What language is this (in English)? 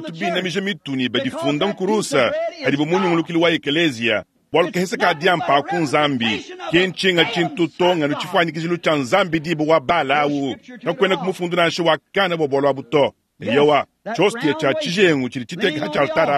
Luba-Lulua